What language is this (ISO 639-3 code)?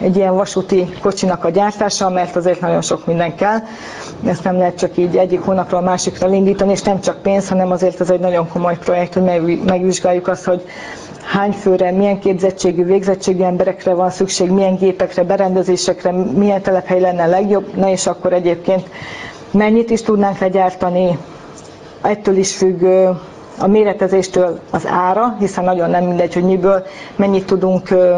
hun